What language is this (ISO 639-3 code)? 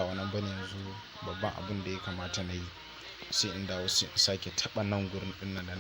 hau